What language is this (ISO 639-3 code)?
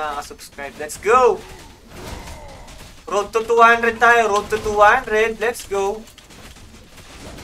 fil